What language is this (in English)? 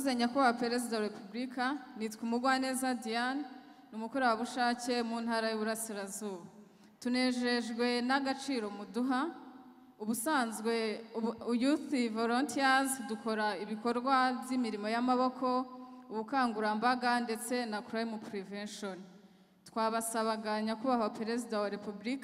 Kinyarwanda